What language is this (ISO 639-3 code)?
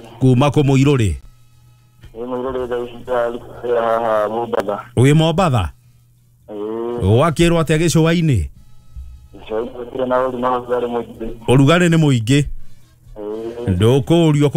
kik